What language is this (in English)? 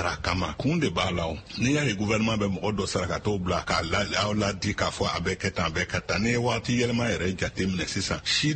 Bambara